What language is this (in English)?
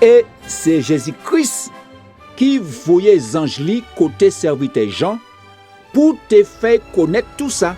Guadeloupean Creole French